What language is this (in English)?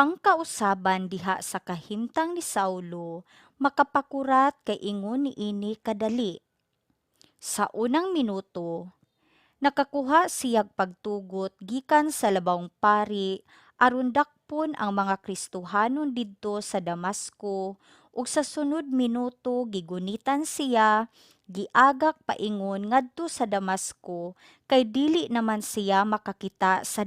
Cebuano